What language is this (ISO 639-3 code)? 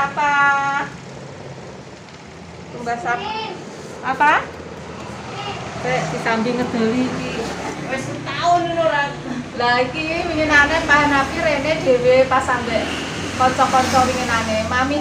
jav